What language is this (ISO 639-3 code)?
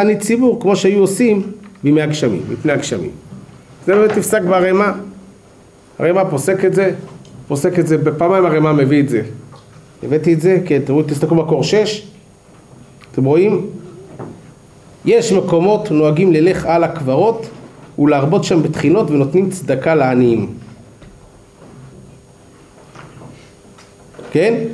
heb